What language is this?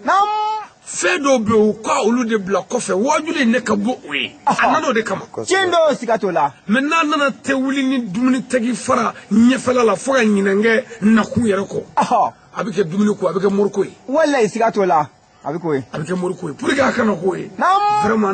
Bambara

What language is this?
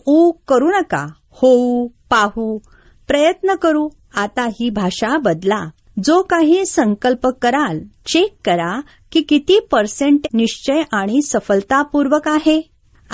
Marathi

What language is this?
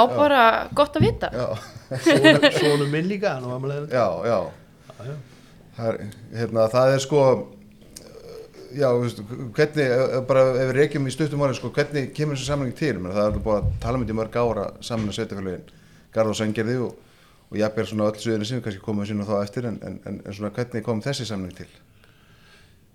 Icelandic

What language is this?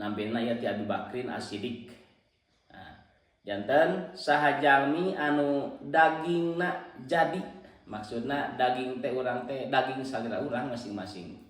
Sundanese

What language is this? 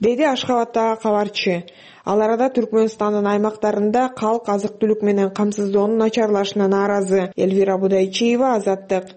Kyrgyz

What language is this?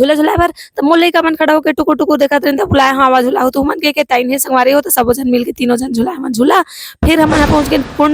Chhattisgarhi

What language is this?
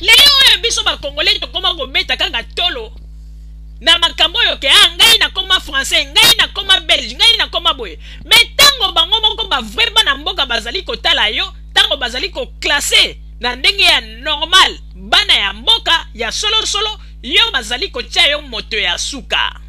Lingala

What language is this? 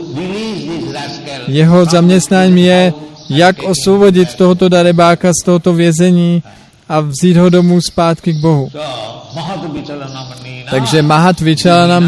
Czech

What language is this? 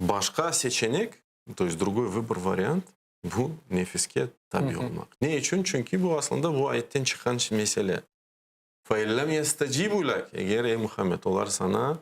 Crimean Tatar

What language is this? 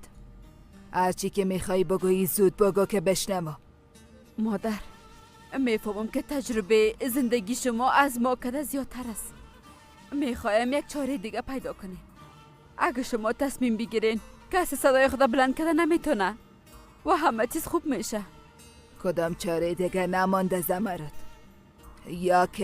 Persian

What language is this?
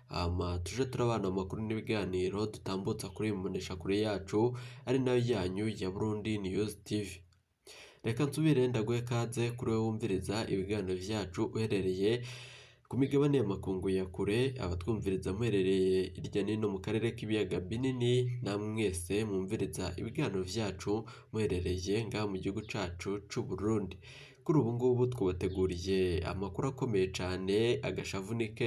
Rundi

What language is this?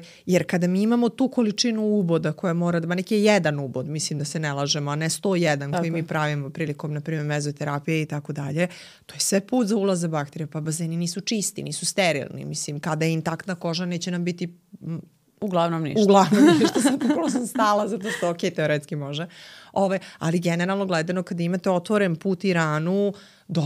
Serbian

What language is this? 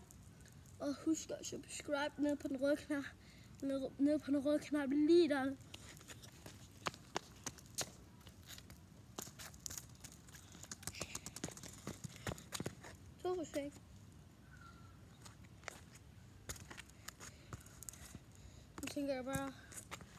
Danish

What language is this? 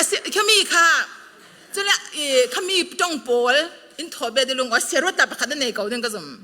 Falam Chin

